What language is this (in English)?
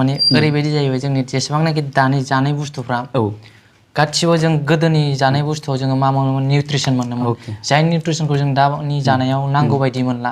Bodo